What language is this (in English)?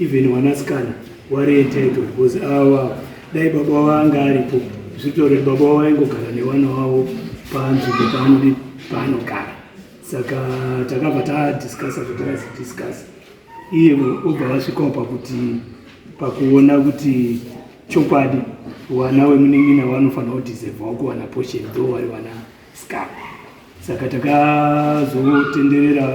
Shona